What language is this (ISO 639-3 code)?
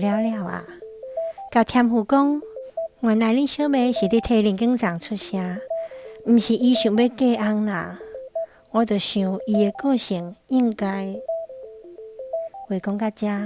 nan